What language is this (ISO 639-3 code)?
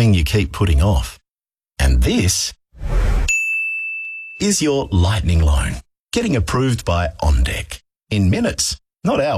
eng